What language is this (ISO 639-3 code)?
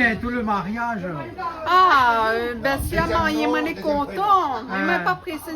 rcf